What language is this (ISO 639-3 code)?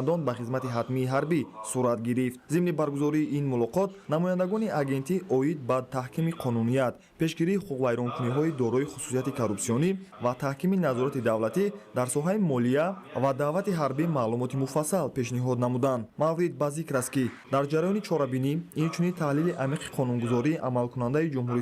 tgk